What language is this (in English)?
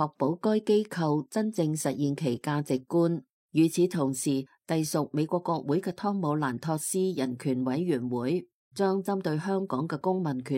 Cantonese